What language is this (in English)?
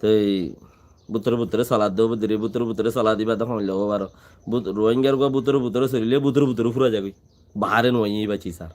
Rohingya